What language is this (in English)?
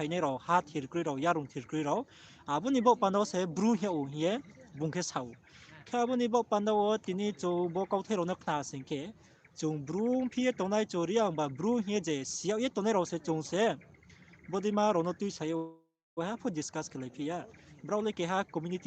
Riang (India)